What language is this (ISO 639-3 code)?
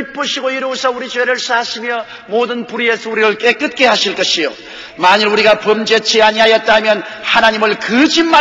kor